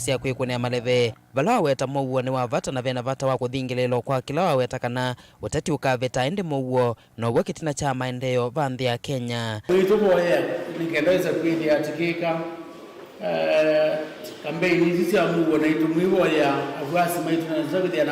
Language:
Kamba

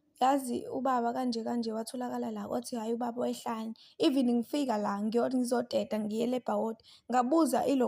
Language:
Zulu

